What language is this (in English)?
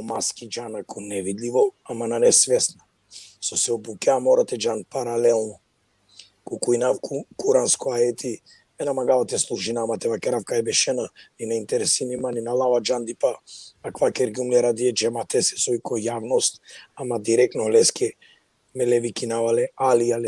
Balkan Romani